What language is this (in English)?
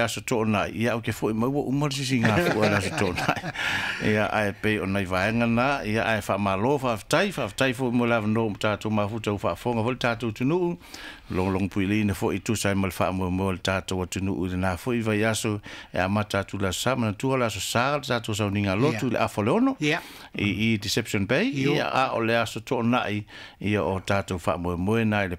Samoan